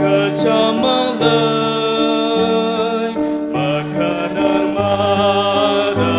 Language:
Tangkhul Naga (India)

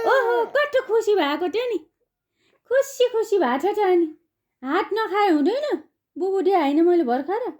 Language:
Nepali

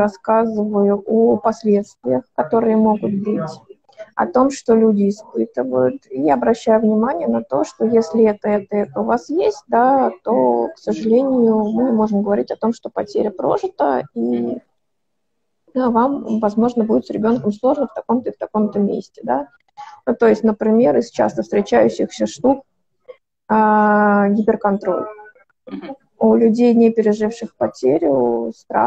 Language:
Russian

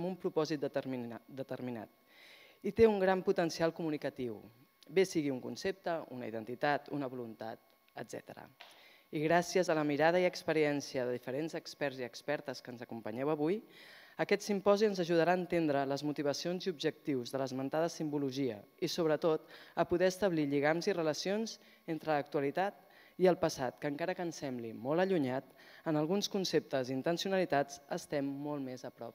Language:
Catalan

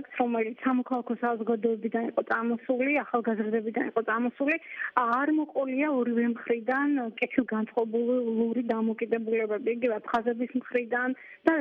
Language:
Georgian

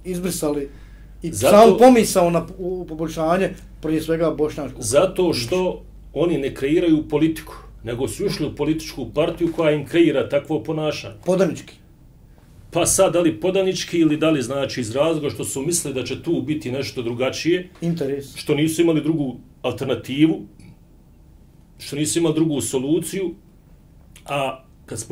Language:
Bosnian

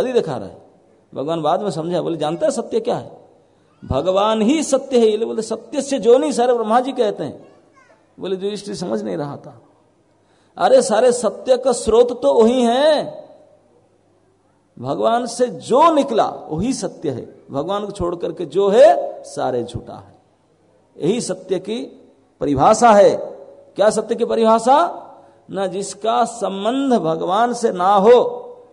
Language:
Hindi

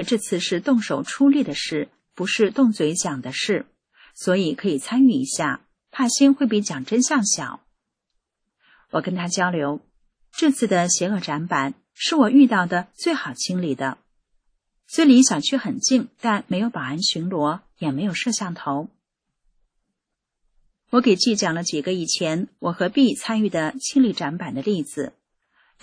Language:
Chinese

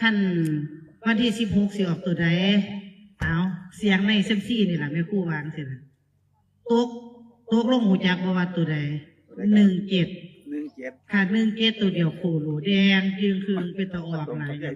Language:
Northeastern Thai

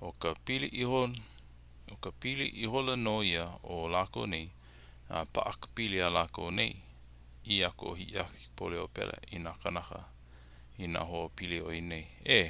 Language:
Hawaiian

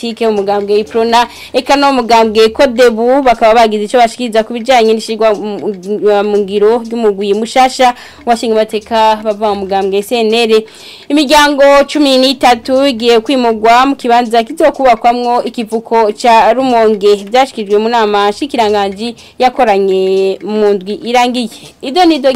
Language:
Rundi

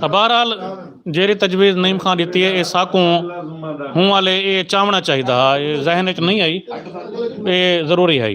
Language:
Saraiki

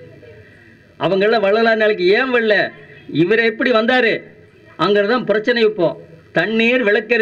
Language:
Tamil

